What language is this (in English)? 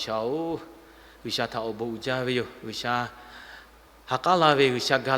Lahu